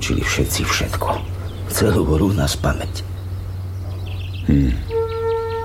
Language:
Slovak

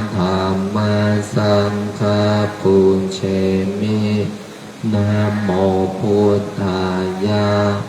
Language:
Pali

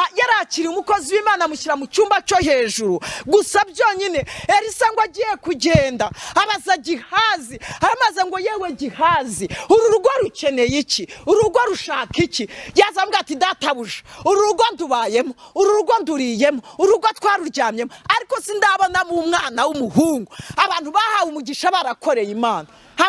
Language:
Kinyarwanda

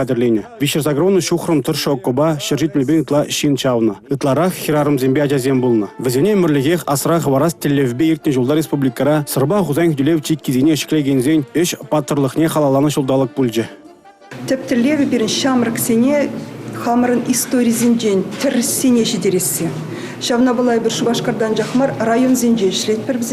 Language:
Chuvash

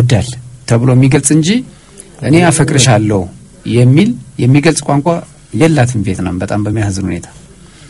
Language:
Amharic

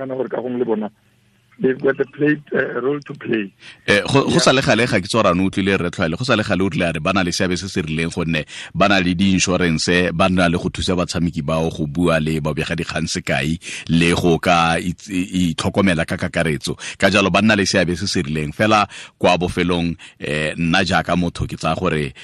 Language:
Tswana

